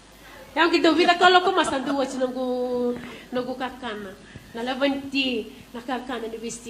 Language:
Fijian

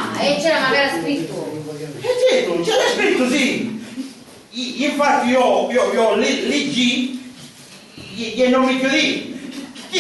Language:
Sicilian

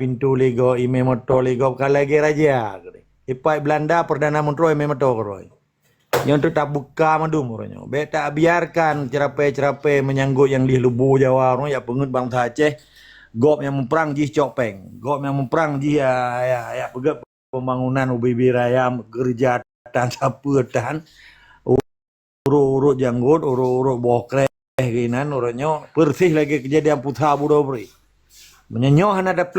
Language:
Achinese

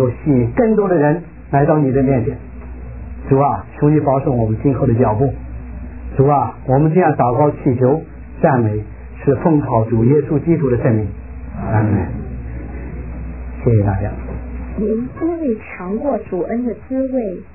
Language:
Chinese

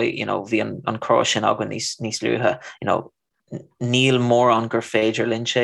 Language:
Irish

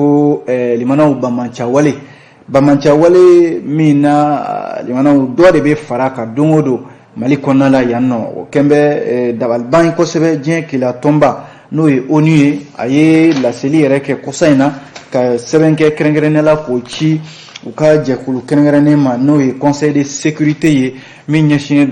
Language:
Bambara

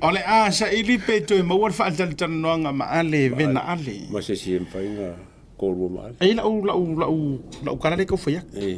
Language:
Samoan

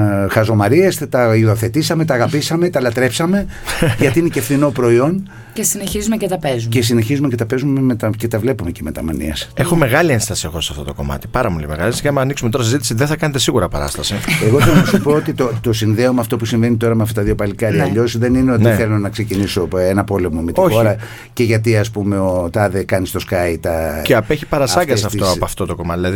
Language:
Greek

